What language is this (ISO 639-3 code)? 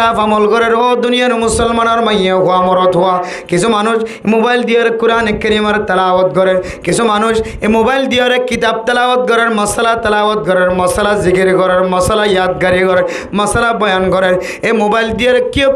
rhg